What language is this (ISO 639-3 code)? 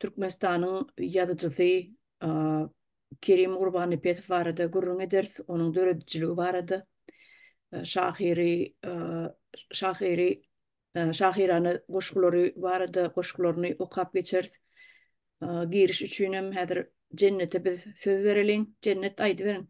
tuk